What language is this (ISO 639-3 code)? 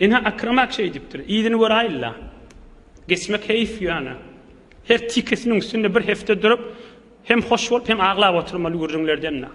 tuk